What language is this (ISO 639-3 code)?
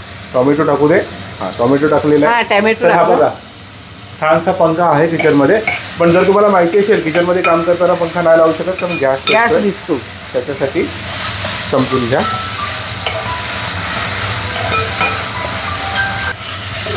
mar